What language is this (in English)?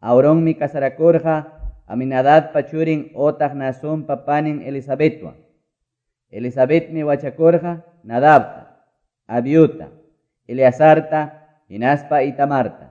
Quechua